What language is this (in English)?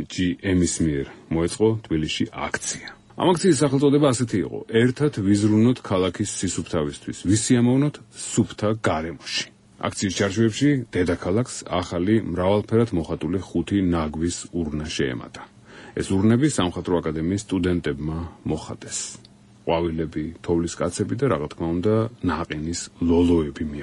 Georgian